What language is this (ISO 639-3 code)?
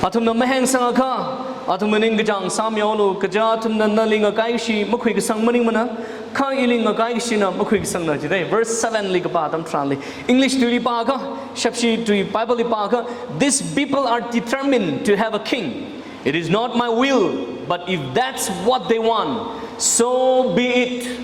nmf